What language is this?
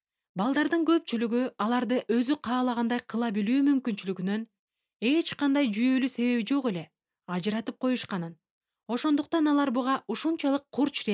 Kyrgyz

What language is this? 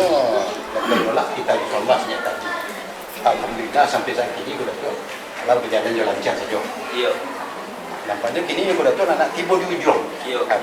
Minangkabau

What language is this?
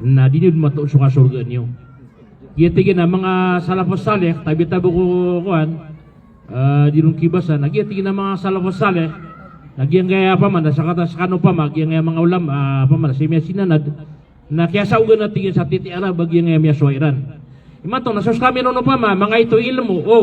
Maranao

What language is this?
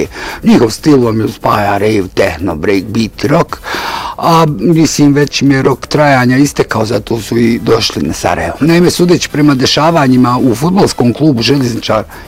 Bosnian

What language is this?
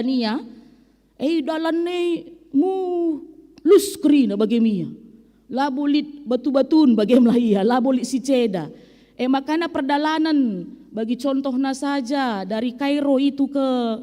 Batak Karo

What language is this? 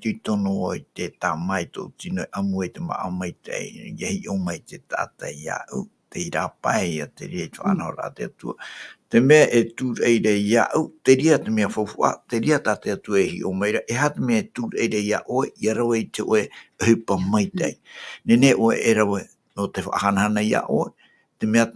Tahitian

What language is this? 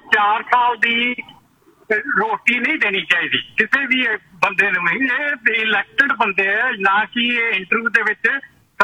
Punjabi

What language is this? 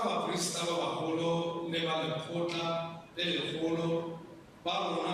Tswana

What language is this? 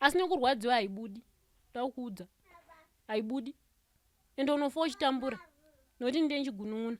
Shona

